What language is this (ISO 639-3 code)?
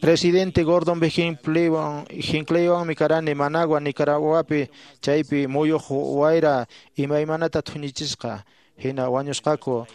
que